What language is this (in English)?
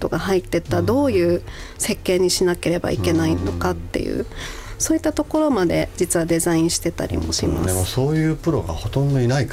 Japanese